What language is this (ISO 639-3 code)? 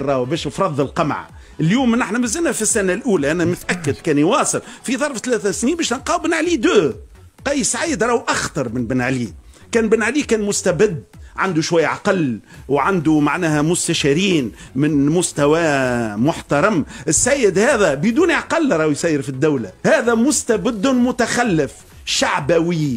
aeb